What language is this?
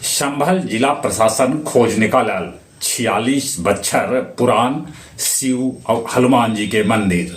Magahi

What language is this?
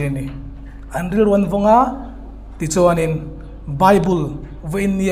Hmar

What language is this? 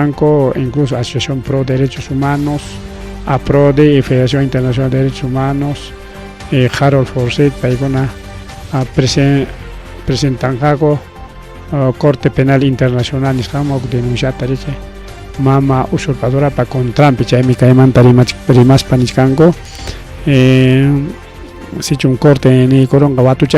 Ayacucho Quechua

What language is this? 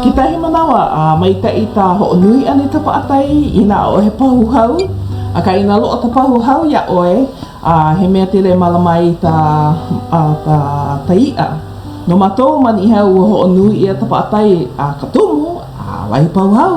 Hawaiian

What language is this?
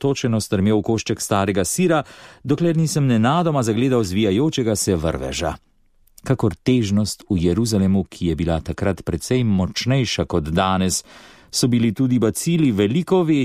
Slovenian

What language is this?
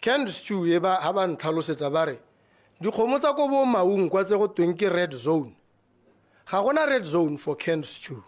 Tswana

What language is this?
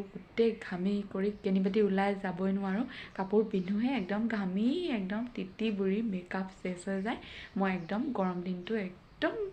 Assamese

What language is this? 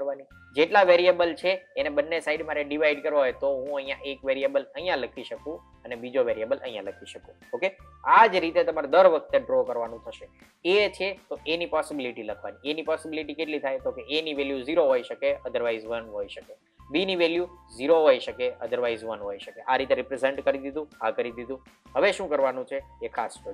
Gujarati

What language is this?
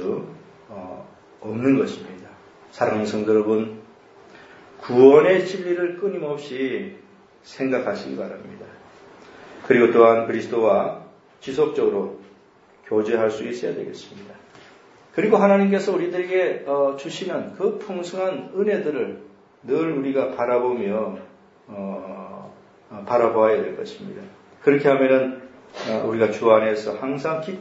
Korean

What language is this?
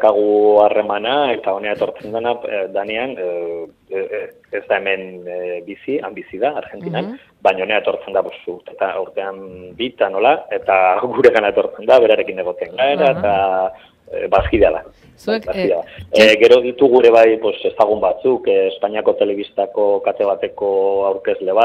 Basque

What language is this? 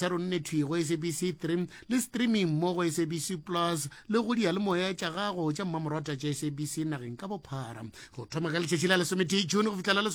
Northern Sotho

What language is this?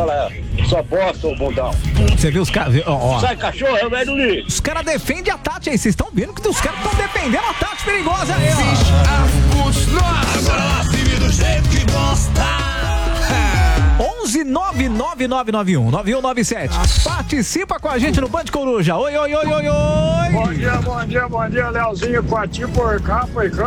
Portuguese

